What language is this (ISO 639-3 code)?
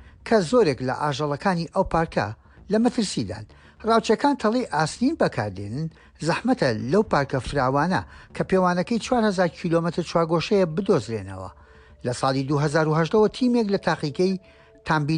ckb